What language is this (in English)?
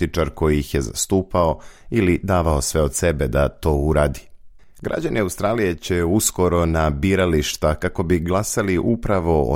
Serbian